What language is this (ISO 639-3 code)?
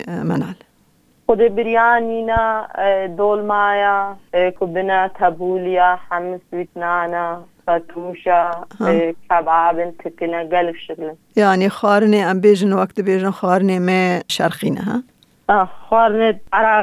kur